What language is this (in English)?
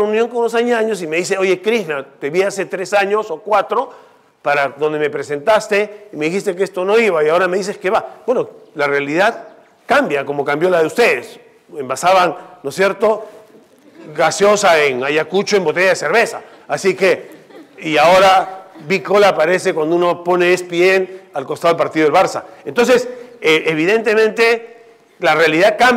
Spanish